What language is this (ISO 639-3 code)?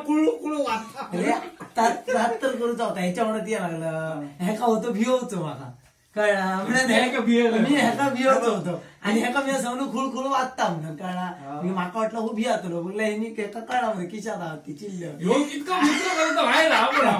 kok